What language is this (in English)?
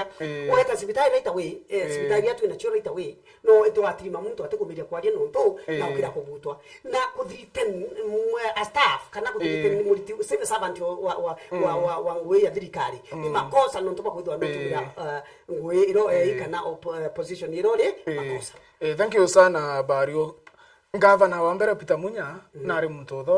Meru